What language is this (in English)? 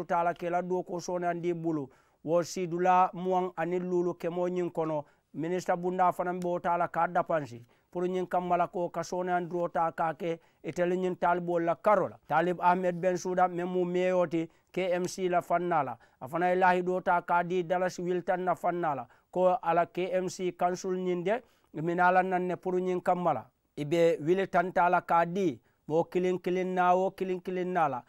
Mandingo